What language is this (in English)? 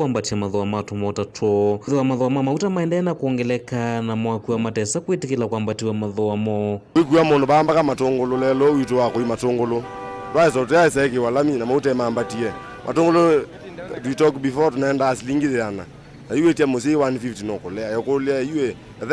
Kamba